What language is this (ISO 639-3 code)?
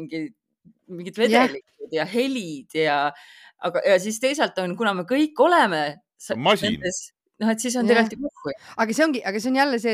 est